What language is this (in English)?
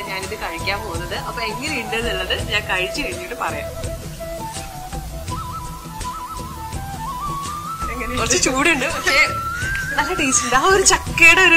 Malayalam